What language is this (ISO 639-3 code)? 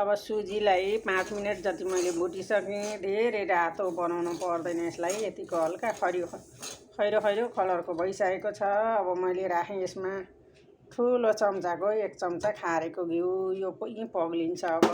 nep